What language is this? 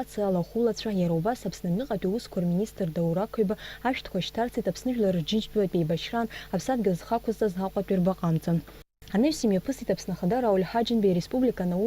Abkhazian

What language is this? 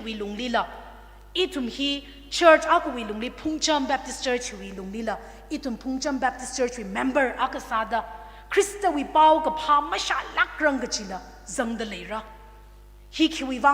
Tangkhul Naga (India)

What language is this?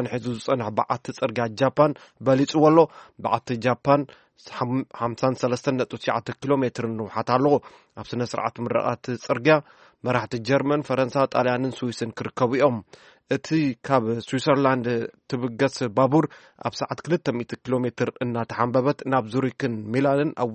Tigrinya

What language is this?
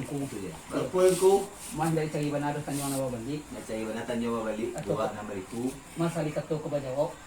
Minangkabau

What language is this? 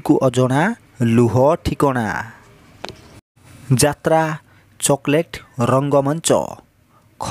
Odia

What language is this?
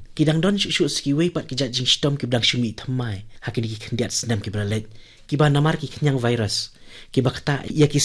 Khasi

